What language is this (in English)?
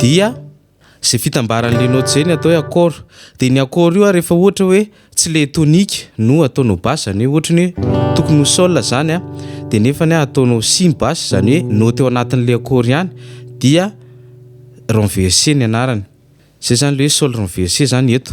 Malagasy